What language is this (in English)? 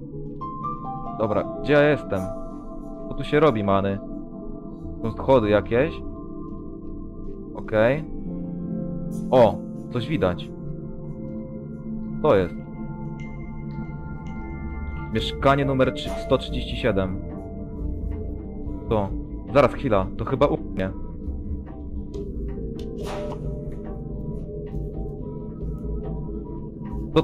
Polish